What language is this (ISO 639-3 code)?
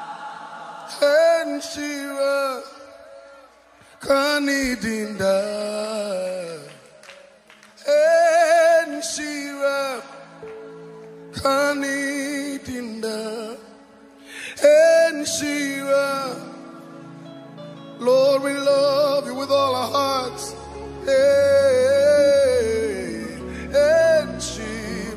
eng